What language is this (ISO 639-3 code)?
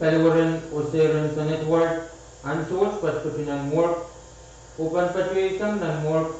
pon